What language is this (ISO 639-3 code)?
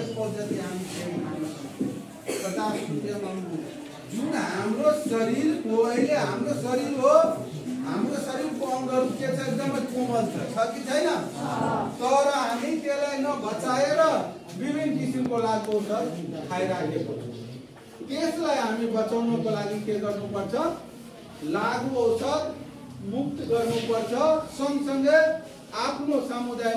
nep